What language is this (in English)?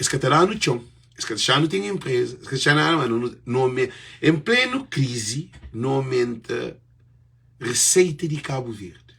Kabuverdianu